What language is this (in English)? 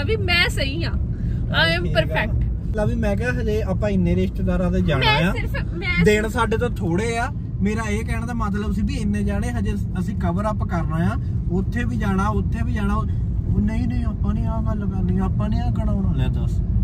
Punjabi